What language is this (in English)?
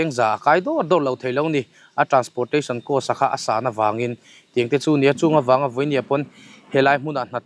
Mizo